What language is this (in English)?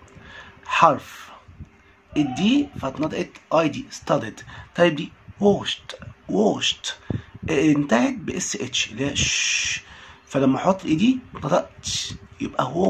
Egyptian Arabic